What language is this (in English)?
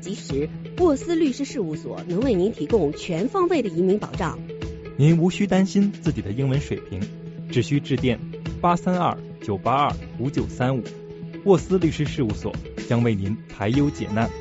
Chinese